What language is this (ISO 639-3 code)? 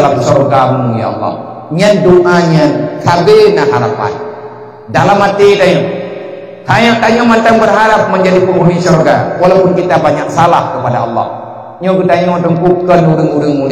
ace